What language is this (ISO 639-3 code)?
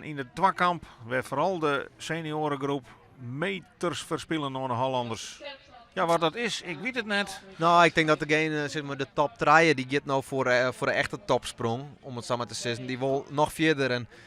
fry